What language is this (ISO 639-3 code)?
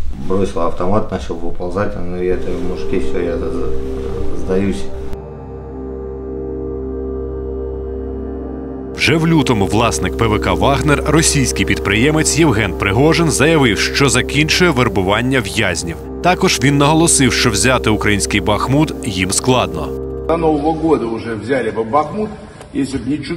ukr